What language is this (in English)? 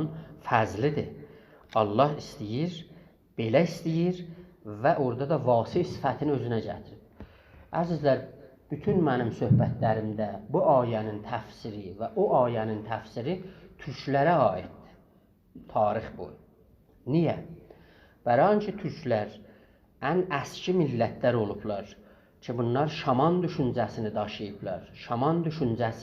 South Azerbaijani